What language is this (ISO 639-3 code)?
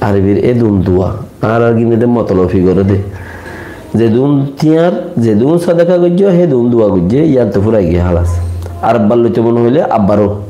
rhg